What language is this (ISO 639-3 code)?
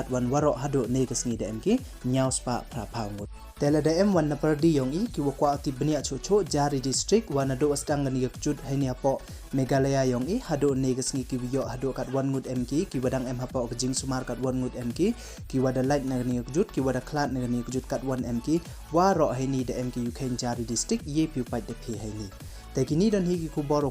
pbv